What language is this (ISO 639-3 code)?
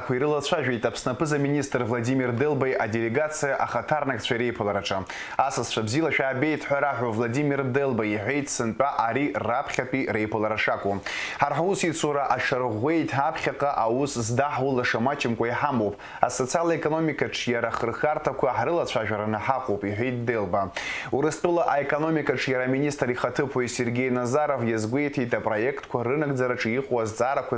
abk